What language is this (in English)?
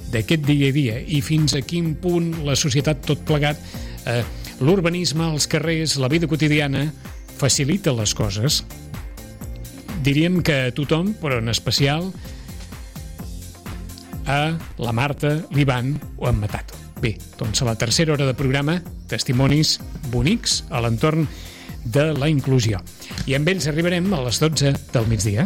Catalan